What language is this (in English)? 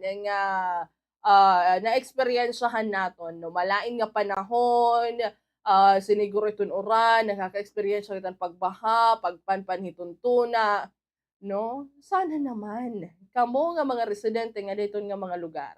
Waray